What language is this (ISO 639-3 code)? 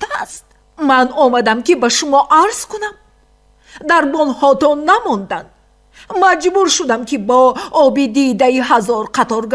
tgk